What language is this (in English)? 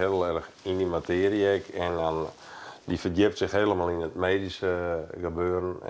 Western Frisian